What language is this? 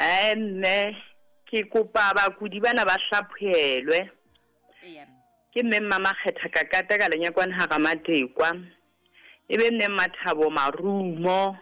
Southern Sotho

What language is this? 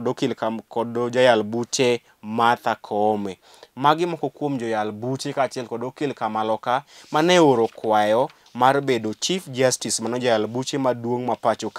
Luo (Kenya and Tanzania)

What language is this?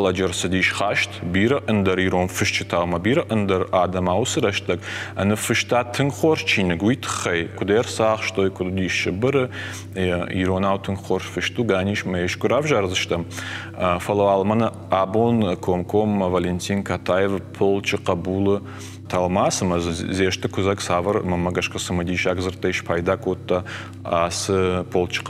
Ossetic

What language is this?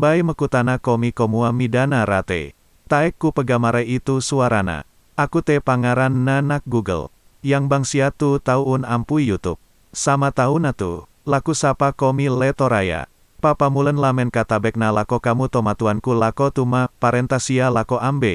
Toraja-Sa'dan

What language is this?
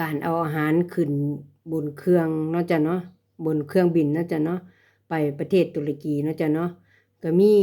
Lao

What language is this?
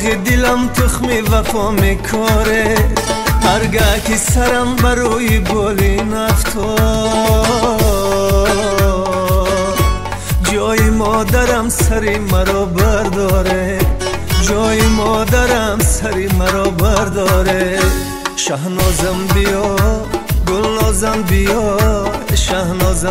Tajik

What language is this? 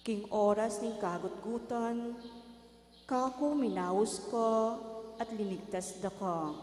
Pampanga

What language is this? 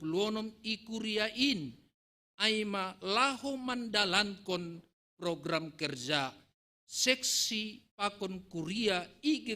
Batak Simalungun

